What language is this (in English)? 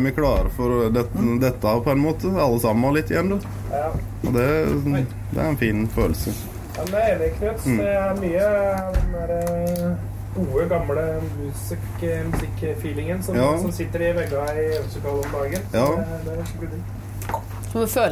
Norwegian